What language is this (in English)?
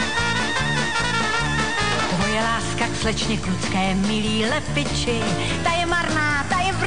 Czech